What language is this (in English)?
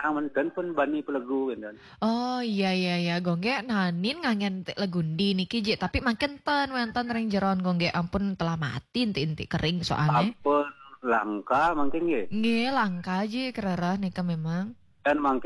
Balinese